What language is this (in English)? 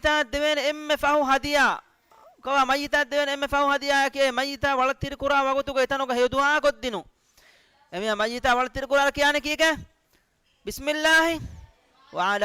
Divehi